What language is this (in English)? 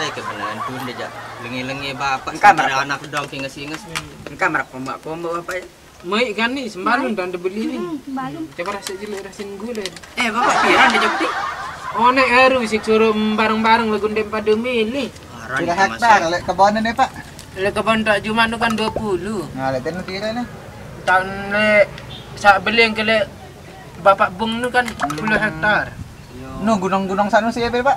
Sasak